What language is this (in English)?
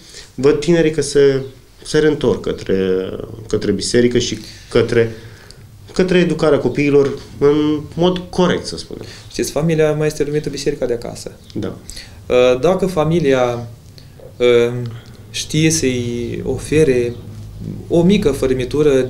Romanian